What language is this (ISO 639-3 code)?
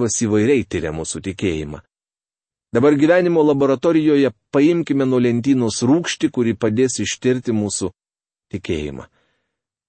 lit